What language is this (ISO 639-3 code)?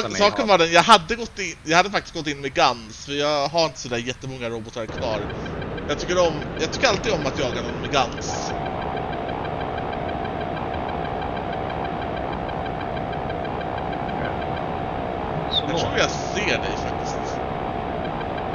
swe